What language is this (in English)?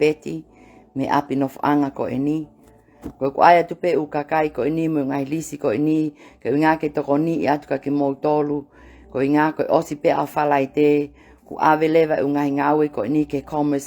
Tongan